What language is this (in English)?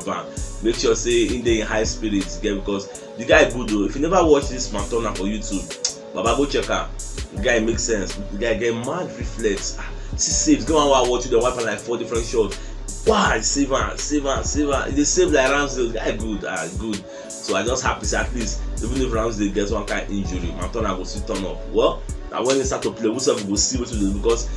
Nigerian Pidgin